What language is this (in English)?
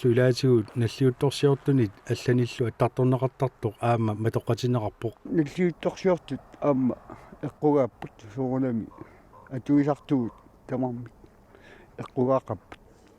Kalaallisut